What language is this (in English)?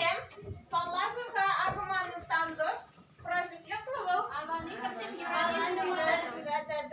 Chuvash